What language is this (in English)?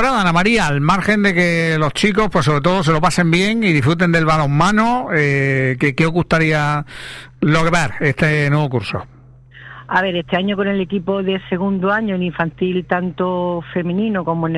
Spanish